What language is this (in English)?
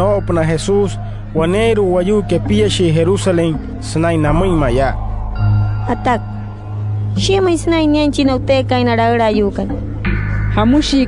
Wayuu